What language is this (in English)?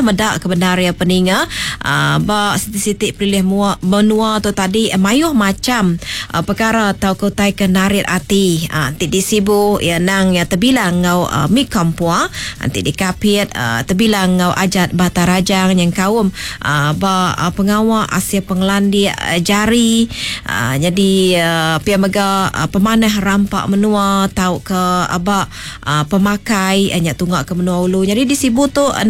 Iban